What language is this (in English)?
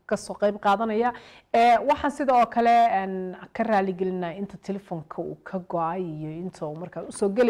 Somali